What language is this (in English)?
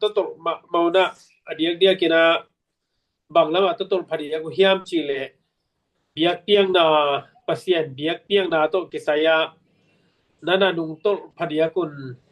Tedim Chin